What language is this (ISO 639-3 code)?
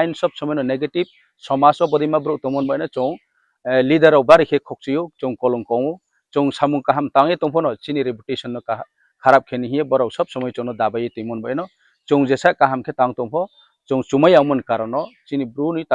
ria